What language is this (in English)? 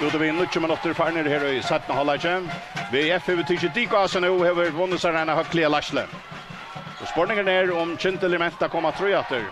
Faroese